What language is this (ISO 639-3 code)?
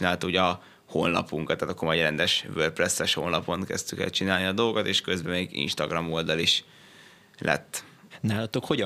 hun